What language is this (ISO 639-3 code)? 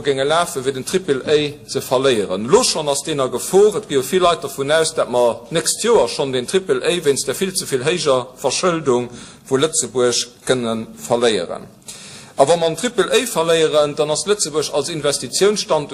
ltz